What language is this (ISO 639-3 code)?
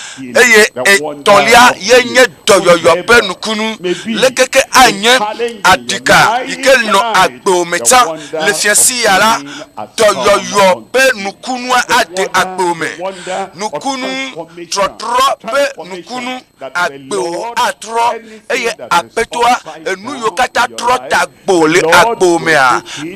ewe